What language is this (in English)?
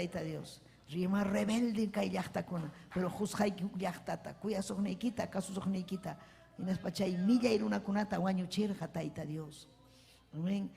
Ayacucho Quechua